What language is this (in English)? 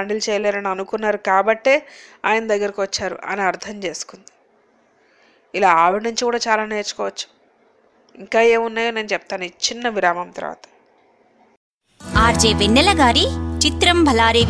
Telugu